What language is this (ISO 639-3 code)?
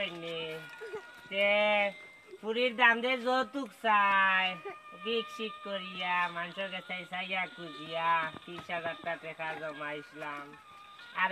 syl